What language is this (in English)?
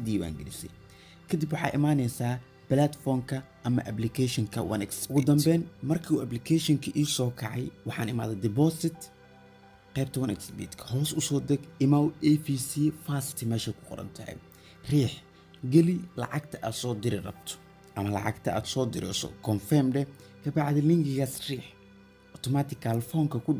Somali